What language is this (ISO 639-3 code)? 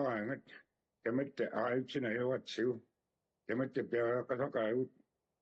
kal